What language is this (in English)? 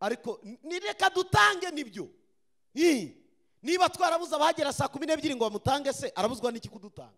Kinyarwanda